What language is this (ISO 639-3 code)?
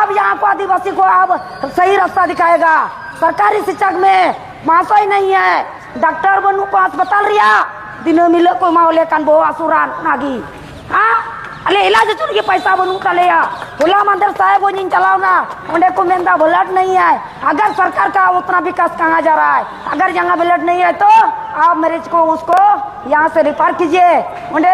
sat